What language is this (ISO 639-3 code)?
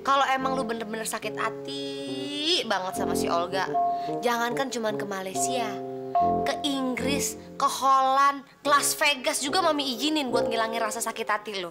bew